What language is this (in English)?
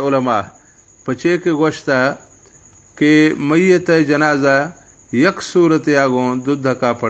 Baluchi